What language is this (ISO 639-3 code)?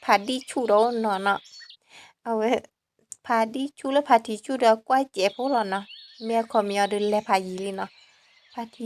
ksw